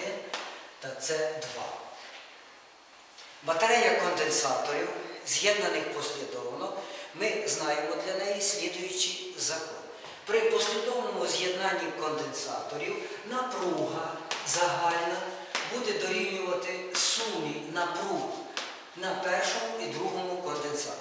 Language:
Ukrainian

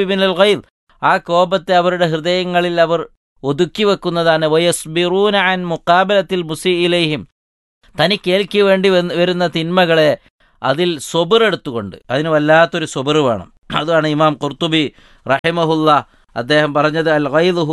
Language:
Malayalam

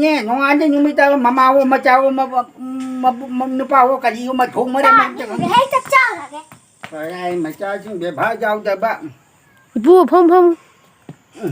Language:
Manipuri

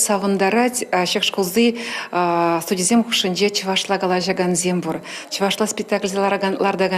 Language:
Chuvash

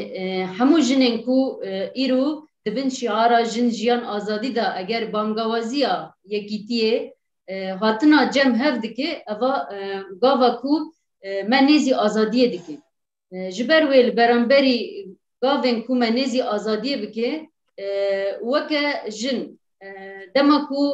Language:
Kurdish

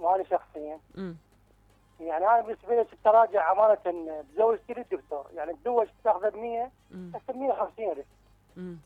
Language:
Mesopotamian Arabic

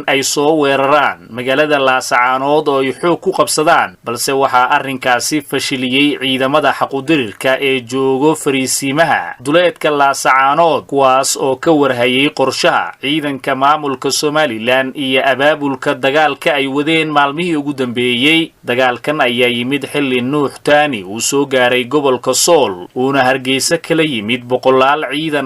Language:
Somali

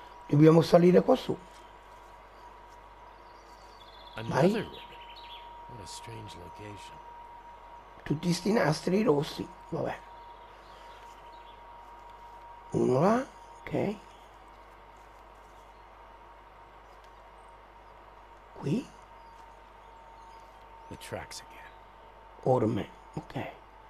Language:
Italian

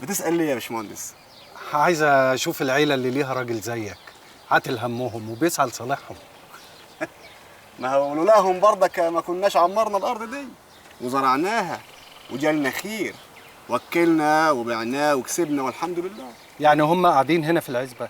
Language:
Egyptian Arabic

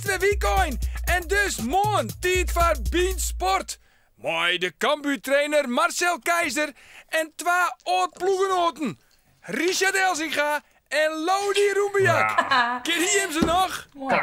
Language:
Western Frisian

